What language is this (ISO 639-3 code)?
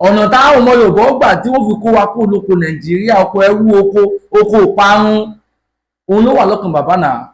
yor